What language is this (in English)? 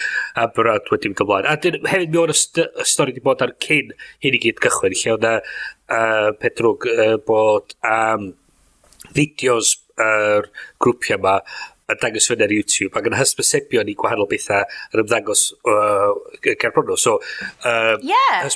Welsh